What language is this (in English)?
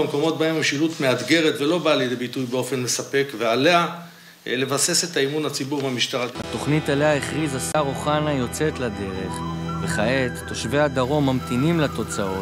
Hebrew